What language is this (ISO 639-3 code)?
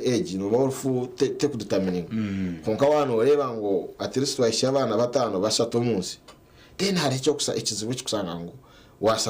nyn